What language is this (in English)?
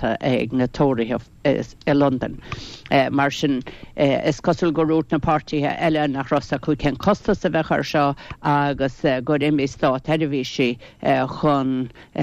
Irish